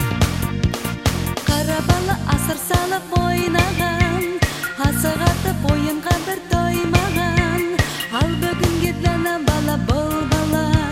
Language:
Kazakh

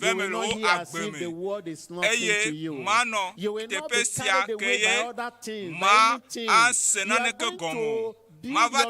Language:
Ewe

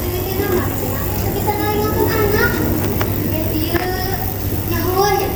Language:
Sundanese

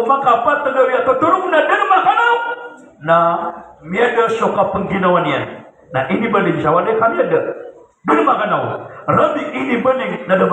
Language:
Maranao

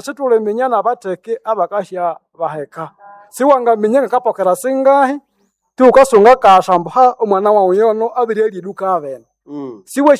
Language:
Nande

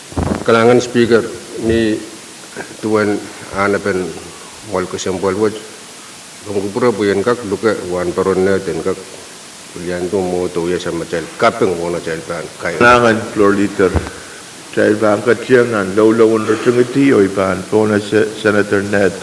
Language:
Pohnpeian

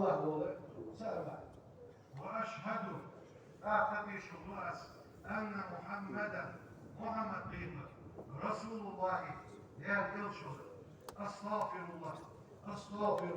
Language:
Ingush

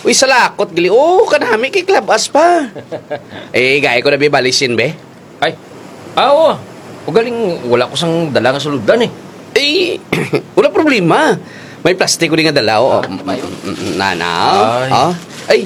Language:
Kinaray-a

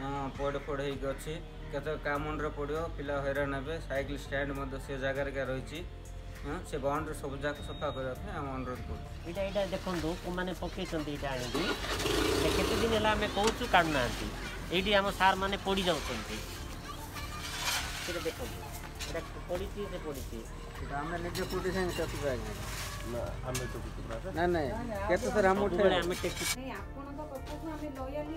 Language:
Odia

